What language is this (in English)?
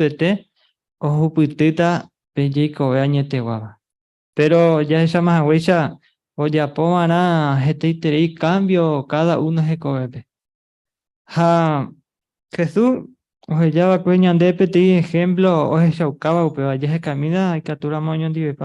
Guarani